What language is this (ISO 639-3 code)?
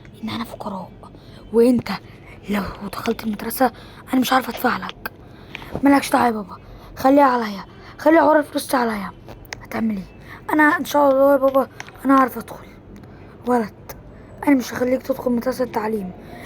arz